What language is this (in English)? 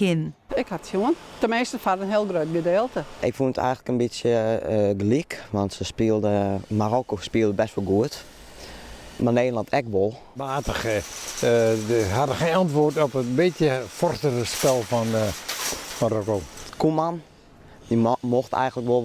Western Frisian